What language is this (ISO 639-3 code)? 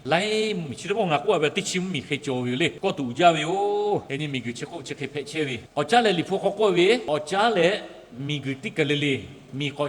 lhu